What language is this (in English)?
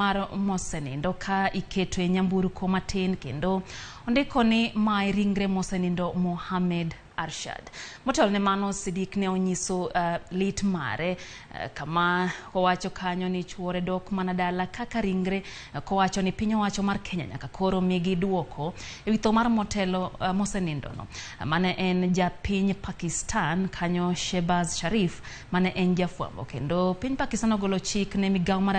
Luo (Kenya and Tanzania)